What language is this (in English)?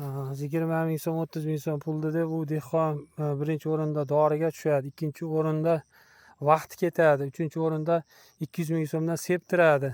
Uzbek